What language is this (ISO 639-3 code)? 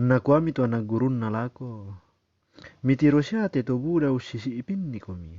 sda